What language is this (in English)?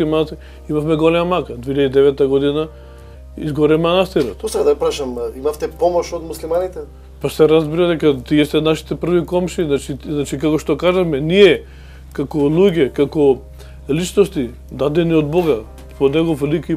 Macedonian